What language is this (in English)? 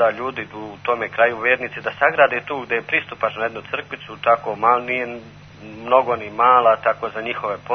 Serbian